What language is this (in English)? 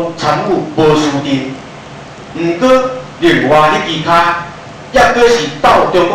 Min Nan Chinese